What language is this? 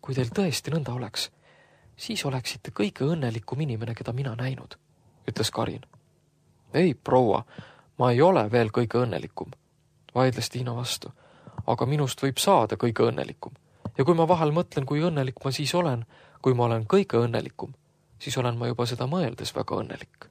Estonian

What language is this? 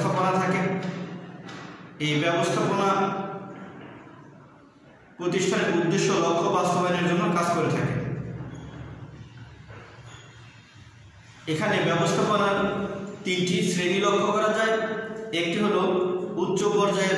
Bangla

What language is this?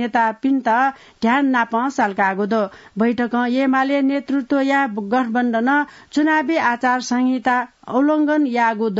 Newari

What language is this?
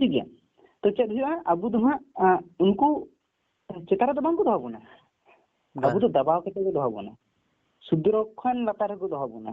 Santali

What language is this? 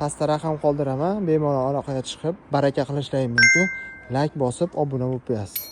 Uzbek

